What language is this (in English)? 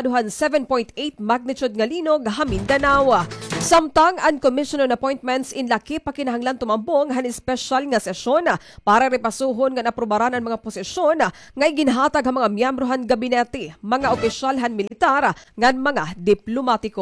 Waray